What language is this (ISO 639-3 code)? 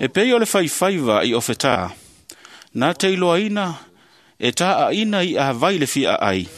smo